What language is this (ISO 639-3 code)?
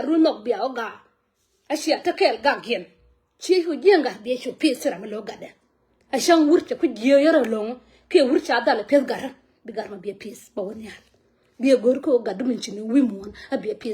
nus